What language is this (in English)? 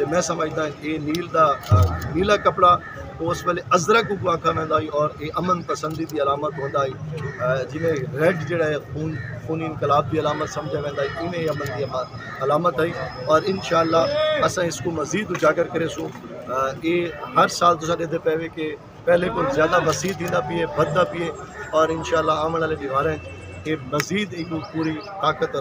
Saraiki